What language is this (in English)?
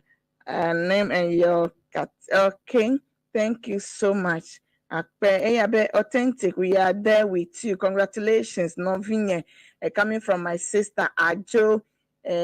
Ewe